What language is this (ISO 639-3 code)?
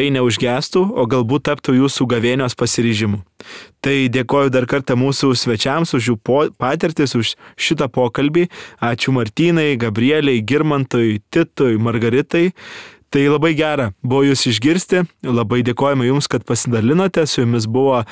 lit